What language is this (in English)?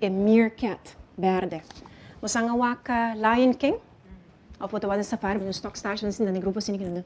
Papiamento